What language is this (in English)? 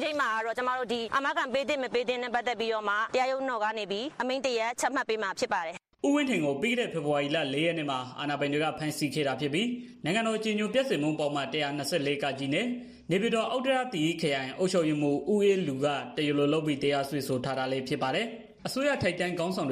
Burmese